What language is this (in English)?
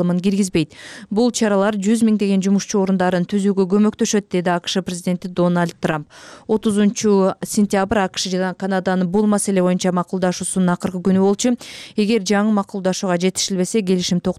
Kyrgyz